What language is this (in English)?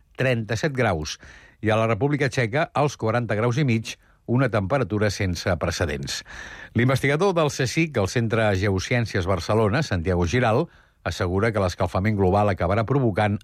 Catalan